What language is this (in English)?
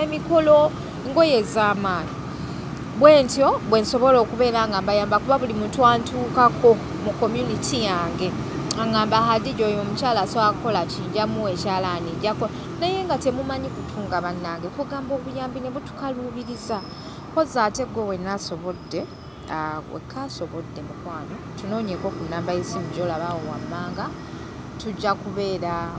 Ganda